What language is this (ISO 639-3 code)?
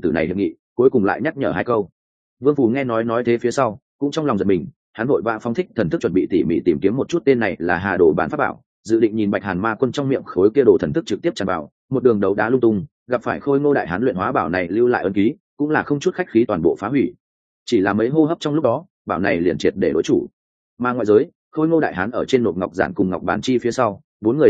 vie